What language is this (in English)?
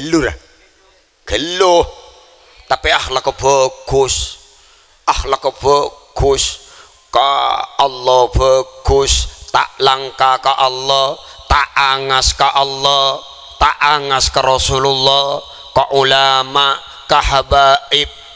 Madurese